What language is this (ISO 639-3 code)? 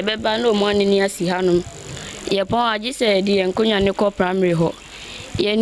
aka